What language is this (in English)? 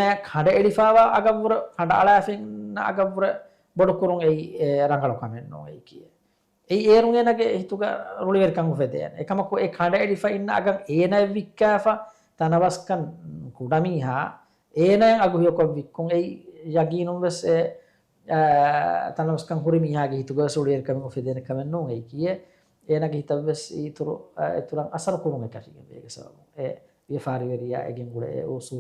Divehi